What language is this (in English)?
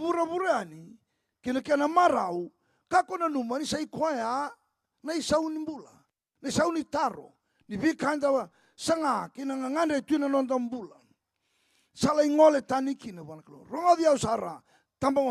Fijian